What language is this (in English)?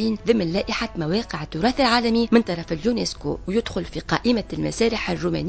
Tunisian Arabic